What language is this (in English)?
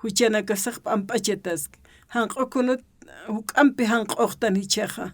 Aymara